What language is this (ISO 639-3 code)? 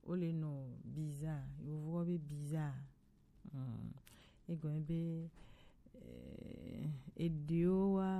gej